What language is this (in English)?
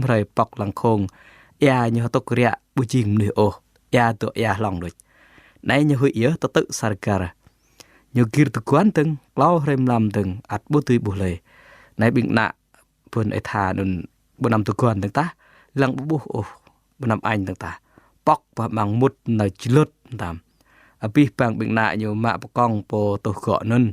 Jarai